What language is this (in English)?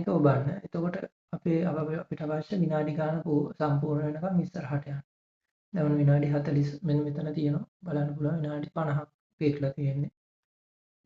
Sinhala